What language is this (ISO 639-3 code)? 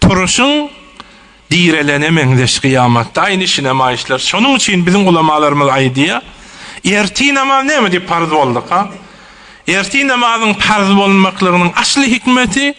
tuk